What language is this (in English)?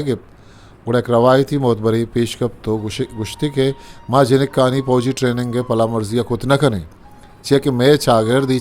Eastern Balochi